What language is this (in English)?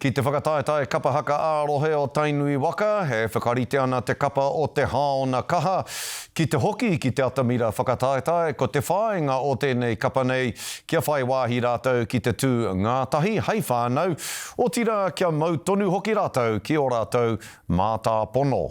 Māori